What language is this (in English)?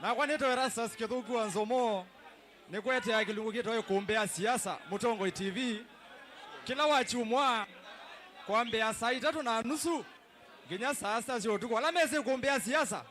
Kamba